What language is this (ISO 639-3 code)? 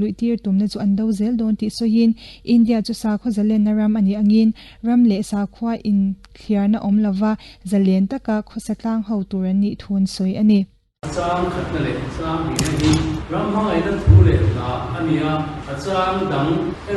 lus